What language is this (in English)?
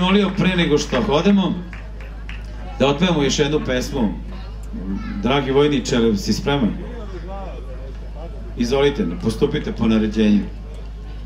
Serbian